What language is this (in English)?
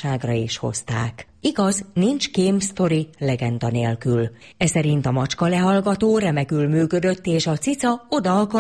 Hungarian